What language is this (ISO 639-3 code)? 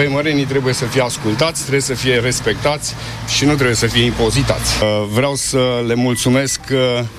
ron